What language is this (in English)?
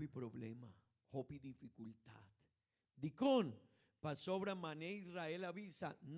Papiamento